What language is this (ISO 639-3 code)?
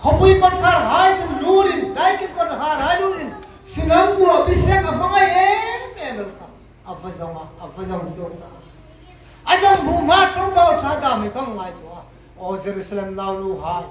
hmr